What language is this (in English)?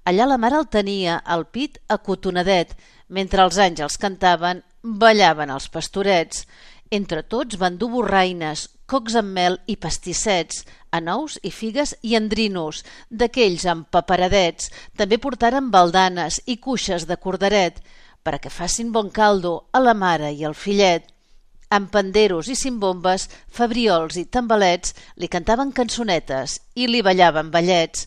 Catalan